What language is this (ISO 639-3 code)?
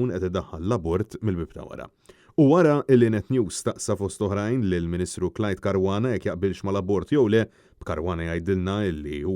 mlt